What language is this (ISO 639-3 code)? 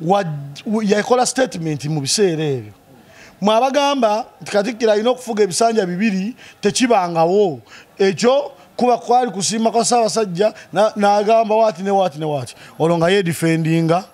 lug